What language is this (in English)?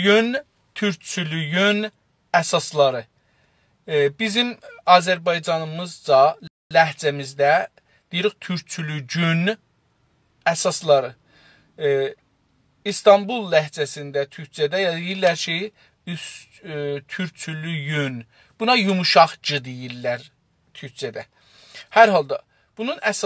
South Azerbaijani